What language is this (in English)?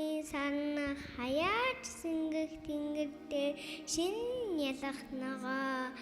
Mongolian